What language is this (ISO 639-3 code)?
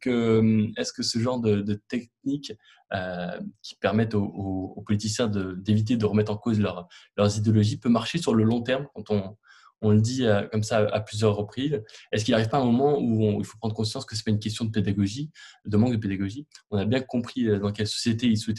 fra